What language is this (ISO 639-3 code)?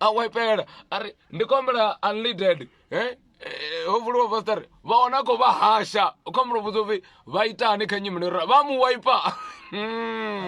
ven